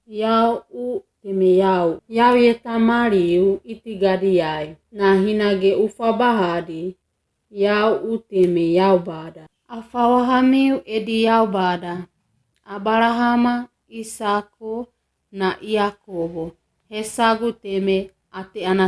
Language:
Wagawaga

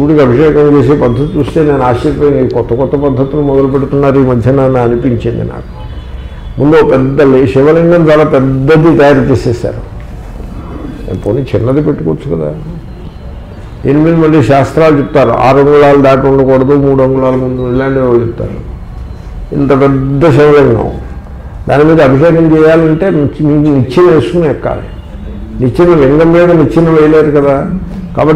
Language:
Telugu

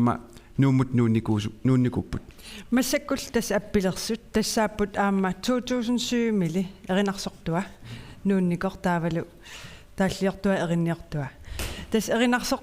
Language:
Kalaallisut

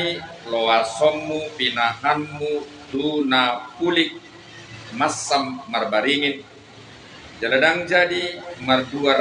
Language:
Batak Toba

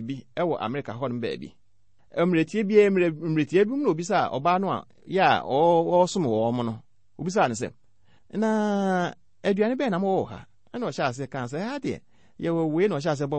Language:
Akan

